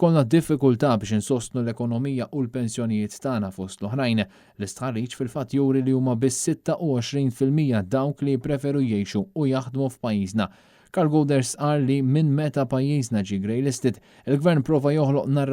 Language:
Maltese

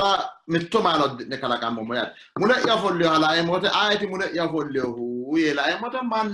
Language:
Sidamo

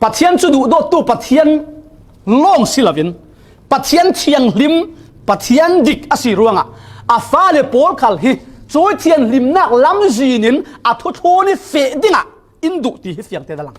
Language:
Falam Chin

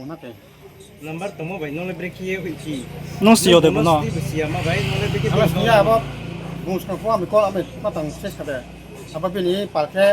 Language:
Riang (India)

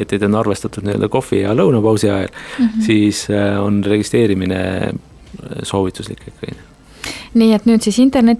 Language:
Estonian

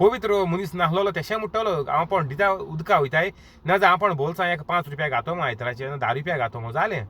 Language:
Konkani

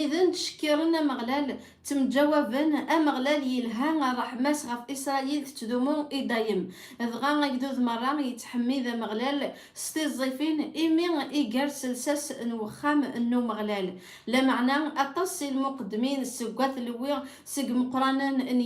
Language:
Kabyle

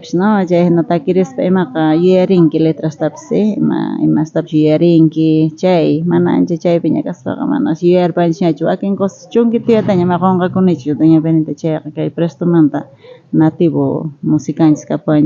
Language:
South Bolivian Quechua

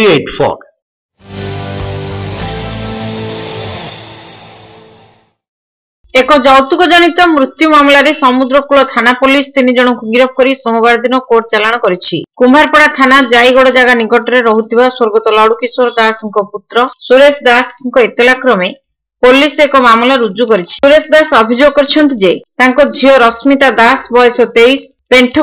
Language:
Odia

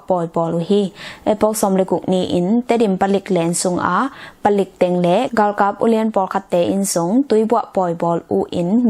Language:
Tedim Chin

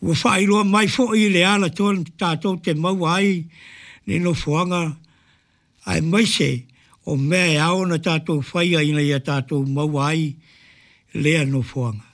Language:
Samoan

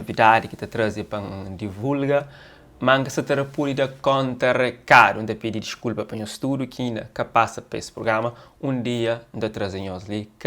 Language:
Kabuverdianu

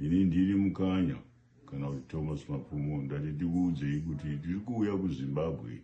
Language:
Shona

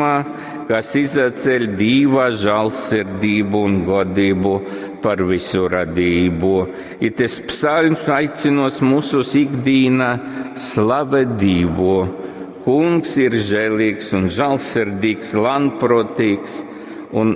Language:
Latgalian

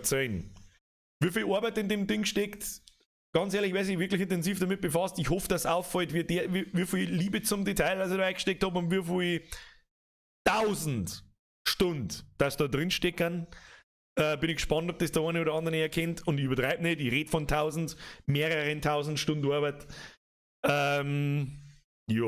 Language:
Bavarian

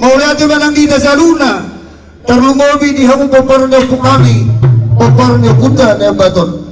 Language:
Batak Toba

